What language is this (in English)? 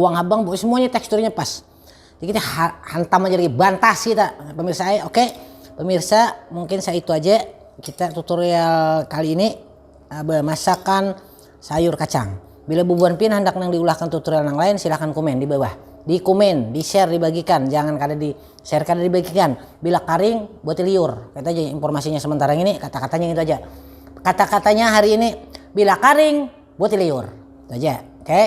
Banjar